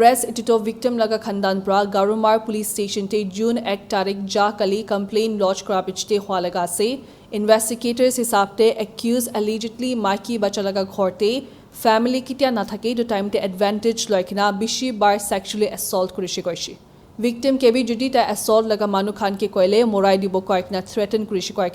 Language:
Naga Pidgin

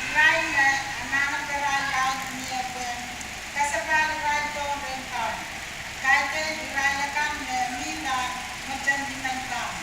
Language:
Pohnpeian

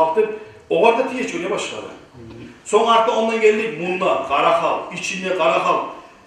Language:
Kumyk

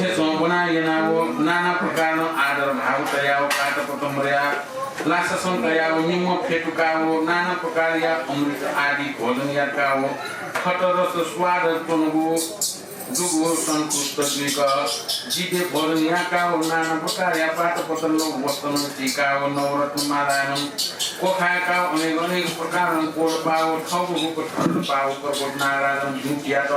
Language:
Newari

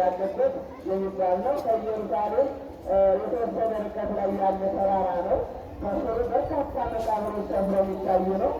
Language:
Amharic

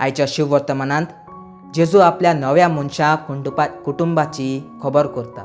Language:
Konkani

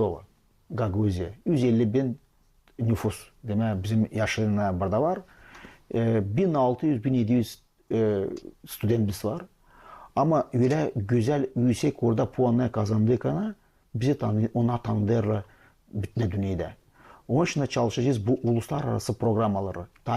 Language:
Gagauz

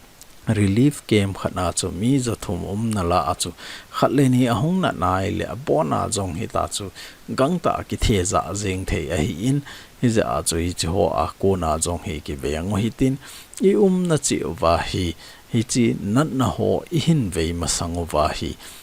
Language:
Thado Chin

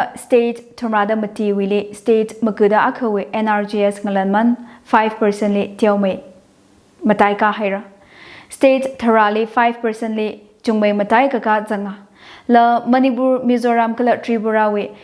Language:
Tangkhul Naga (India)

